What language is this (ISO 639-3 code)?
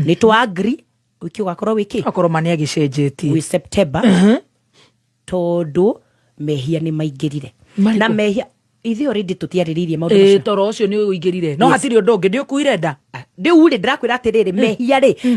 kik